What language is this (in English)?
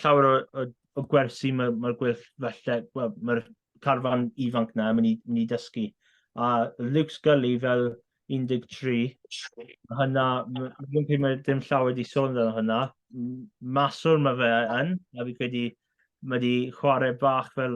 Welsh